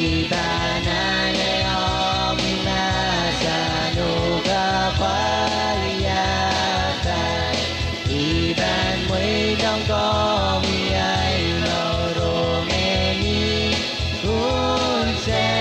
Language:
Pohnpeian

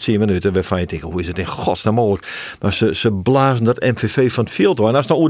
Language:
Western Frisian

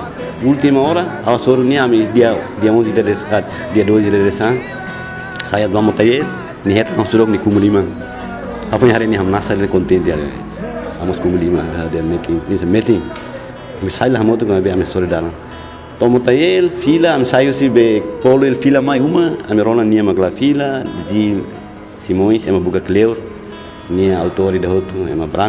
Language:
Tetum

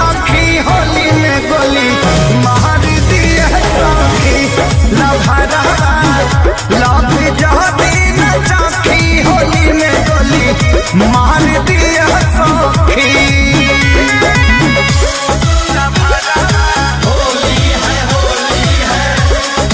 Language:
Bhojpuri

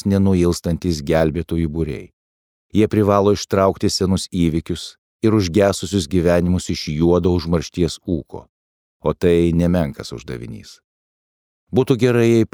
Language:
Lithuanian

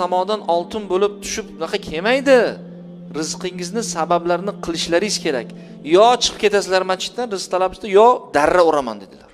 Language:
Uzbek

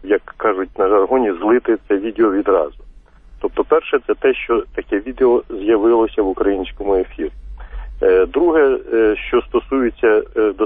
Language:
Ukrainian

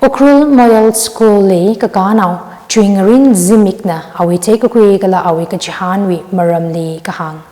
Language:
Tangkhul Naga (India)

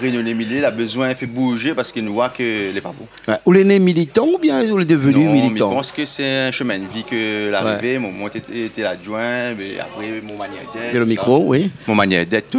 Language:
Réunion Creole French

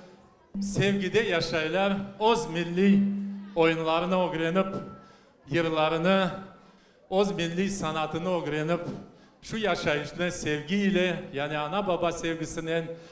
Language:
Crimean Tatar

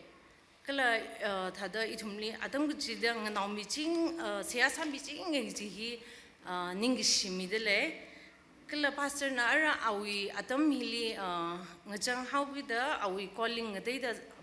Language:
Tangkhul Naga (India)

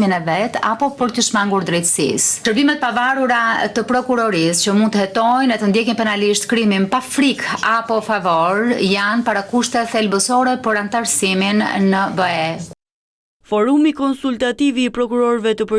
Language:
Albanian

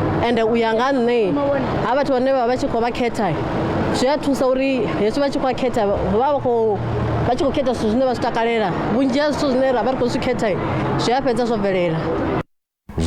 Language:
Venda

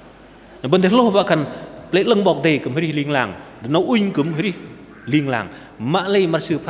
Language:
Bahnar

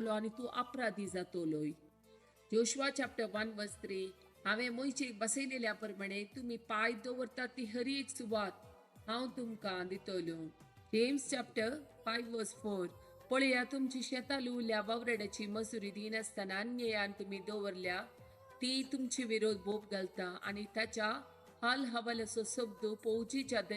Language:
Konkani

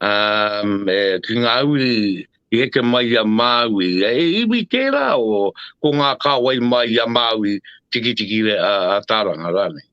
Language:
Māori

